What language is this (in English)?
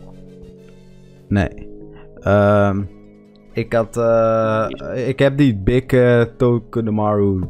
Dutch